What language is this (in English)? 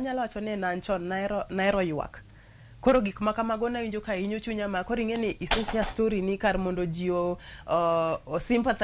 Luo (Kenya and Tanzania)